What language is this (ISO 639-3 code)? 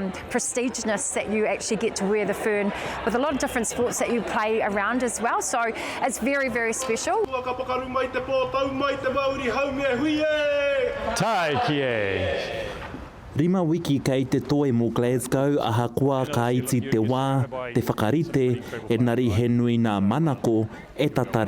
mri